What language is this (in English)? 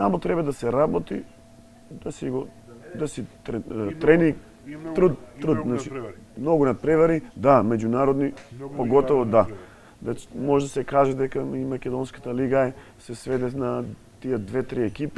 Macedonian